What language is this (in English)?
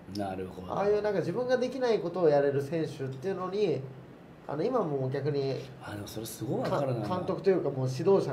Japanese